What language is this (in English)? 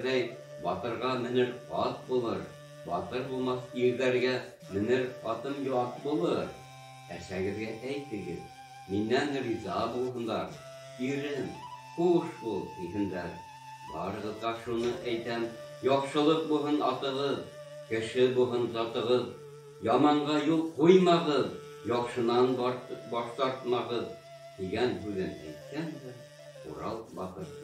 Bashkir